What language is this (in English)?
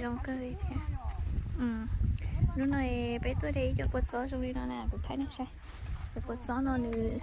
Hmong